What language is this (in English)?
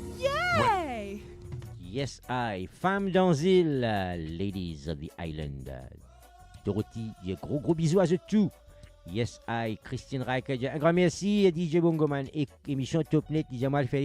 Morisyen